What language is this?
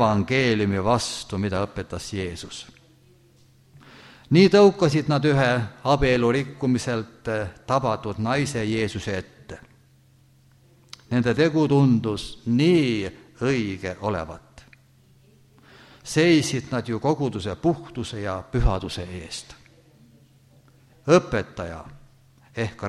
Estonian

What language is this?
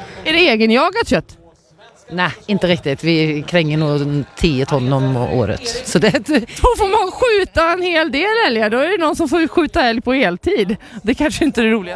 Swedish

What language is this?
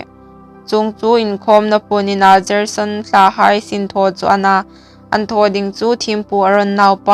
Hmar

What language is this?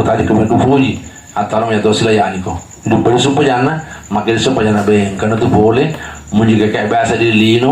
Buginese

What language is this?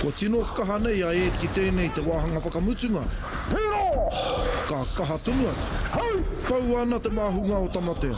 Māori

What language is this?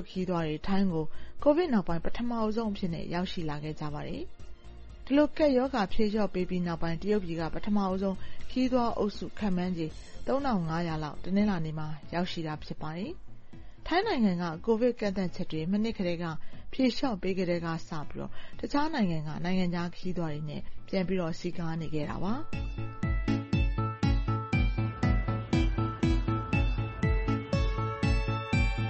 Burmese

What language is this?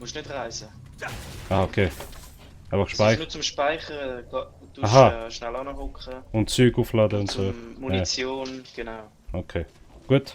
Swiss German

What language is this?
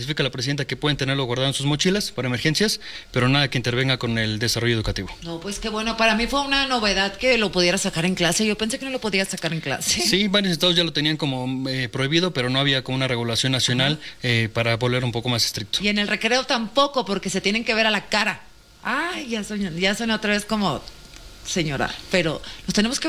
Spanish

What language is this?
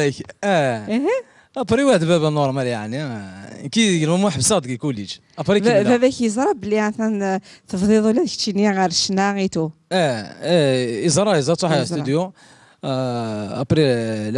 Kabyle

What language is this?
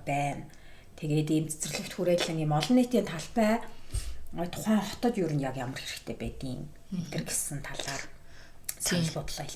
Mongolian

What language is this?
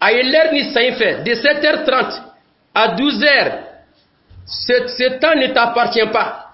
Dyula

